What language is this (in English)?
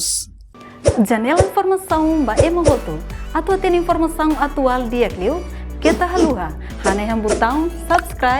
Tetum